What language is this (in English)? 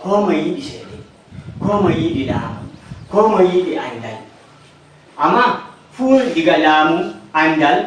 Nigerian Fulfulde